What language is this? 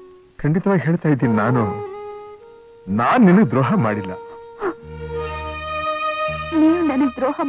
Kannada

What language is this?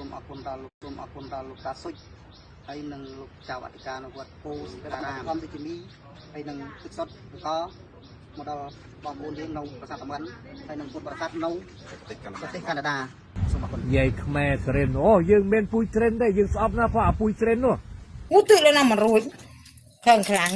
Khmer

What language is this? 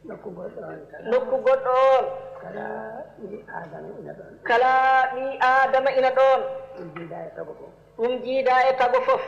Fula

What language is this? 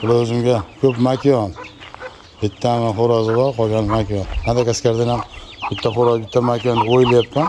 Uzbek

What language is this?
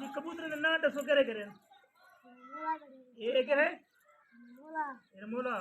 Saraiki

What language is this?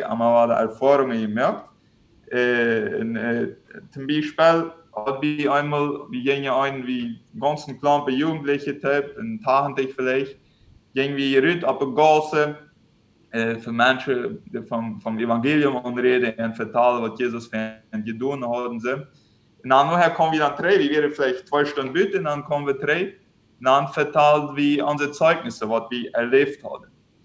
Plautdietsch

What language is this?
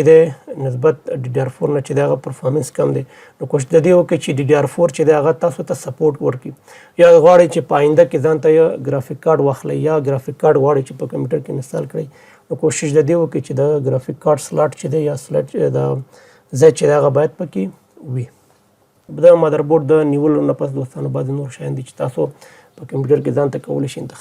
Pashto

